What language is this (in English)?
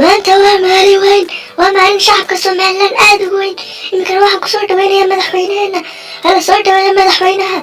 Somali